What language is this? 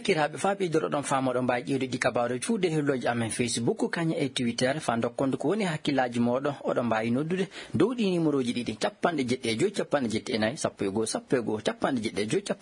Maasina Fulfulde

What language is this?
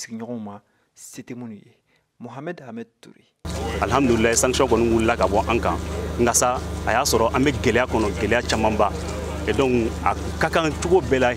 Bambara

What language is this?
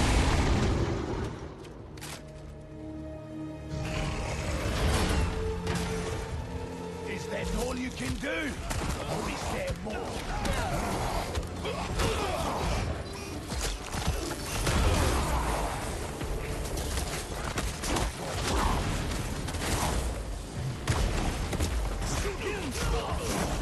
English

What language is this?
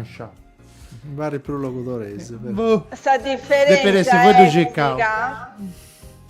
Sardinian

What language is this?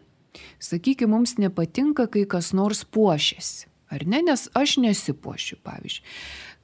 Lithuanian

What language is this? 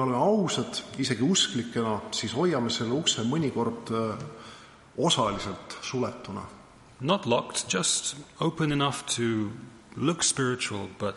Estonian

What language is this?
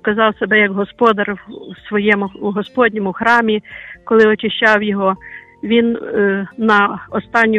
Ukrainian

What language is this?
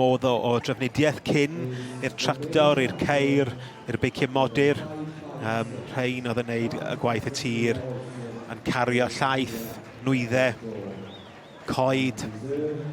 Welsh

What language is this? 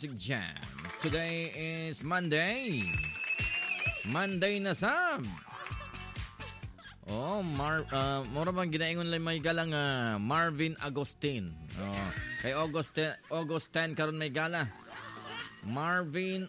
Cebuano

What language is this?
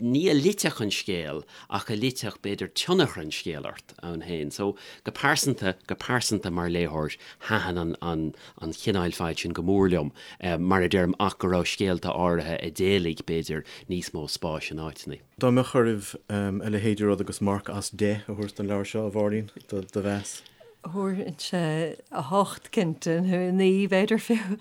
Irish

